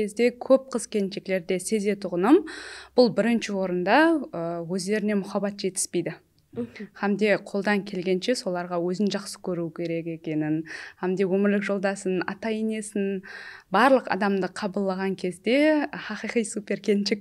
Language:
Kara-Kalpak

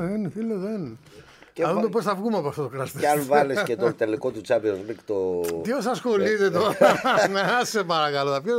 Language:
Greek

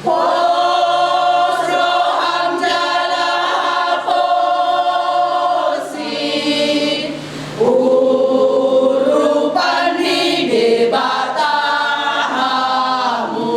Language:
Batak Toba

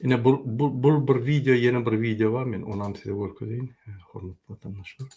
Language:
Turkmen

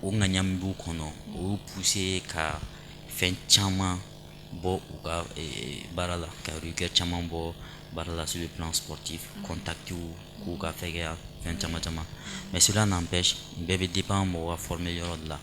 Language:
Bambara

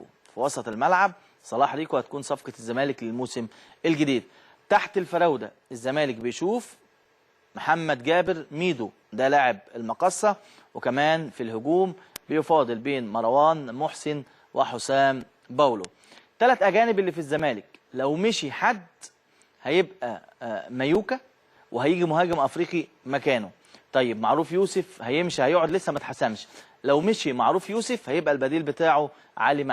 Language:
Egyptian Arabic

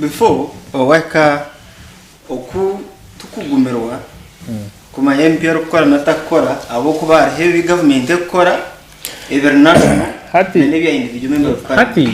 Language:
Nyankole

